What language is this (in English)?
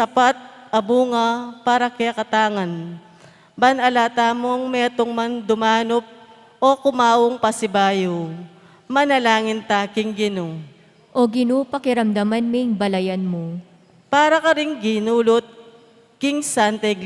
Pampanga